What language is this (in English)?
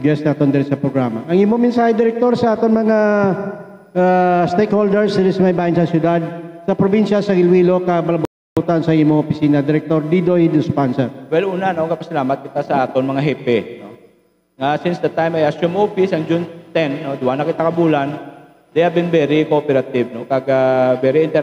Hiligaynon